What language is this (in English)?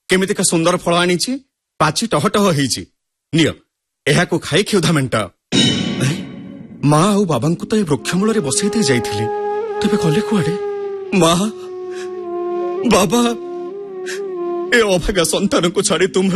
Odia